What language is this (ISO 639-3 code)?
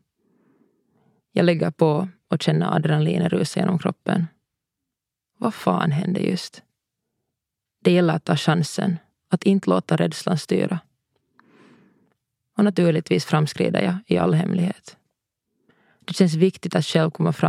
swe